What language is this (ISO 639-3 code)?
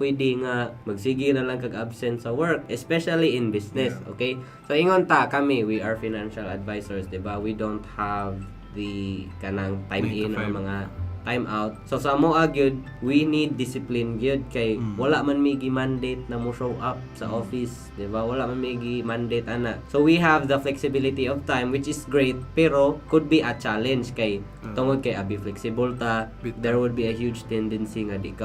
ceb